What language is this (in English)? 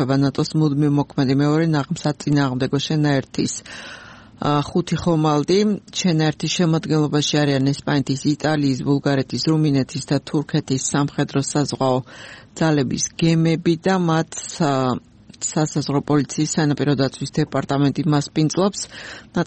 Georgian